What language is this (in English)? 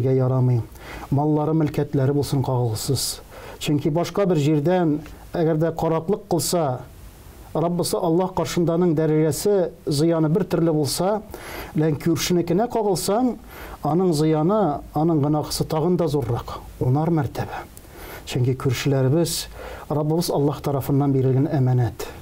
Tatar